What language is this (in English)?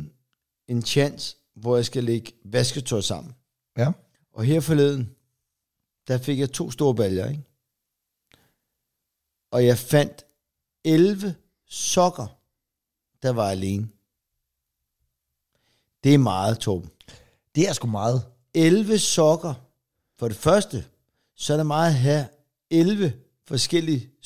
Danish